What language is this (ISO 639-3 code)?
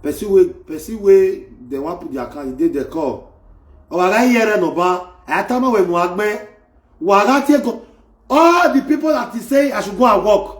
pcm